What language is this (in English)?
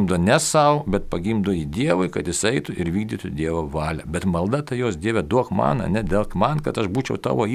Lithuanian